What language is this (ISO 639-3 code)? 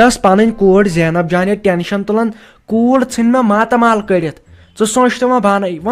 kas